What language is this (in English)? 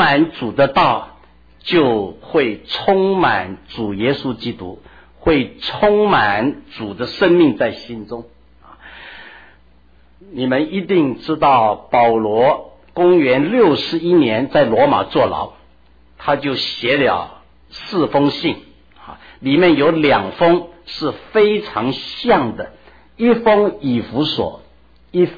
Chinese